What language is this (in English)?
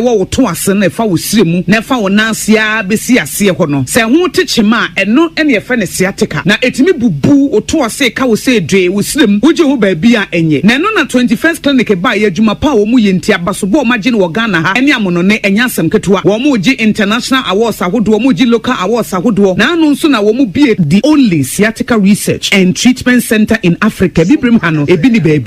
Akan